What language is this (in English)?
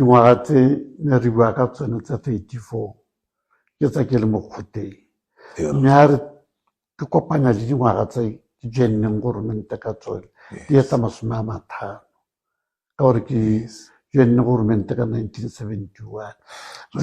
Tswana